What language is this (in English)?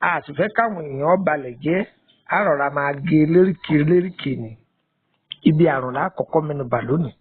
Yoruba